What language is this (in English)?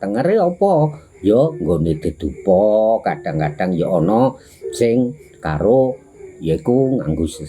Javanese